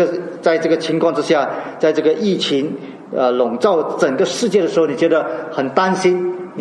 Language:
Chinese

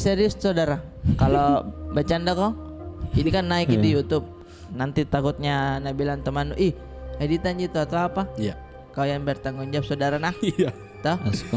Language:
Makassar Malay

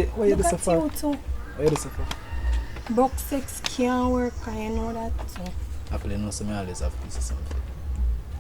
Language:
Jamaican Creole English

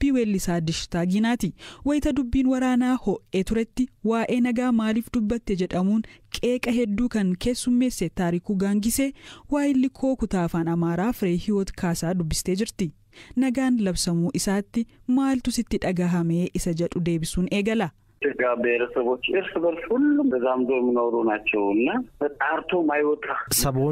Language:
Oromo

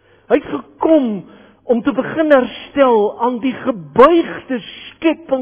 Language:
Afrikaans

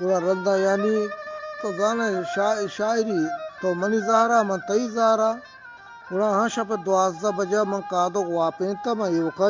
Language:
Eastern Balochi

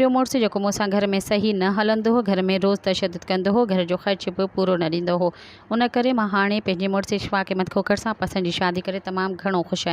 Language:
Sindhi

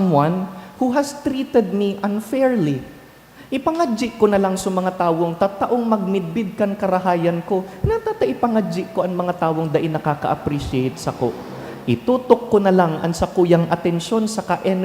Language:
Bikol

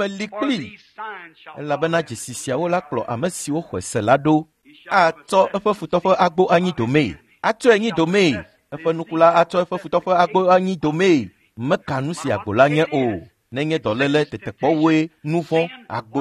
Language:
Ewe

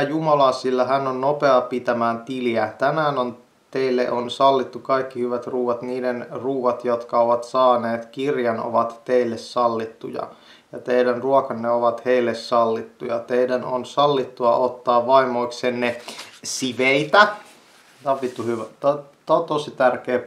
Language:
Finnish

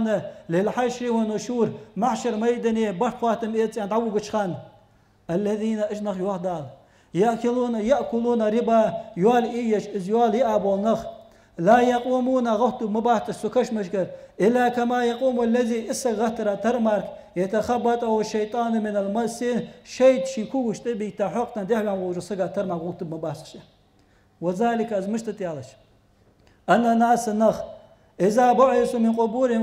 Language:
Ingush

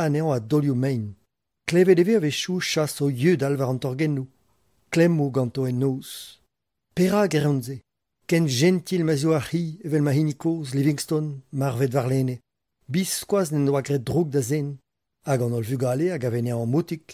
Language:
Breton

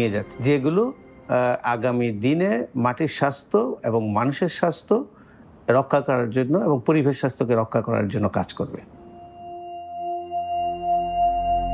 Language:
Bangla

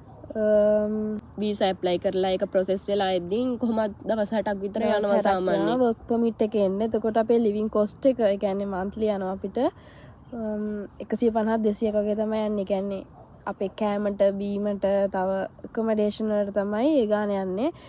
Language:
Sinhala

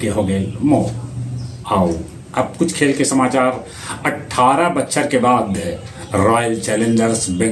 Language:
Magahi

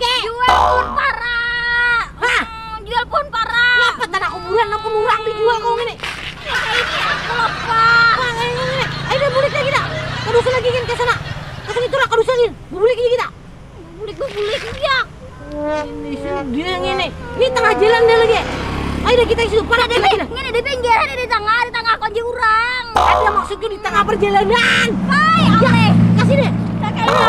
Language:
Banjar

